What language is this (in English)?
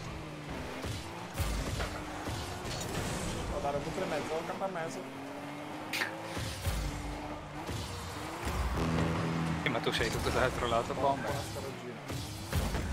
Italian